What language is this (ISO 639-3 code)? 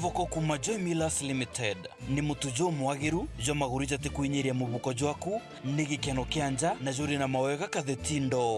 mer